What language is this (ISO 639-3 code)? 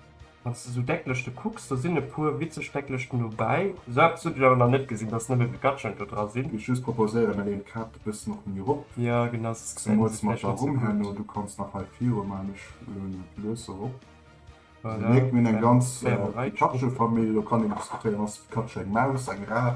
ltz